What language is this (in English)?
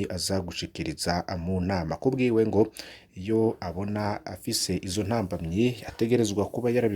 Rundi